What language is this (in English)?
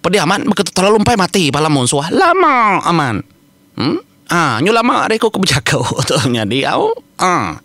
Iban